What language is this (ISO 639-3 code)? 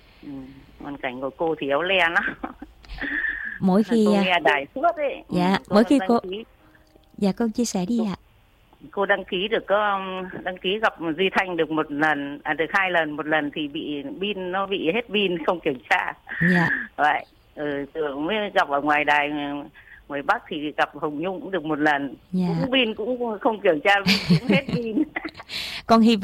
vie